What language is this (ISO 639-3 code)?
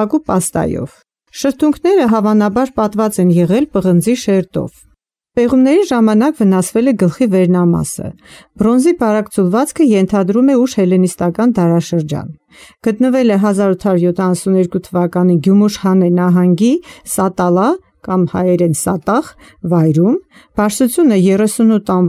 hye